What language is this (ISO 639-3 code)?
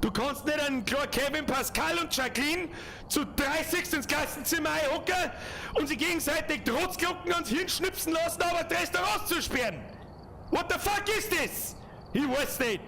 bar